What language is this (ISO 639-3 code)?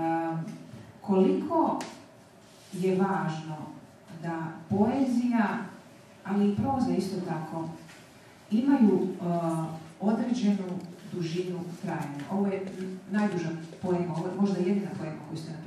hrv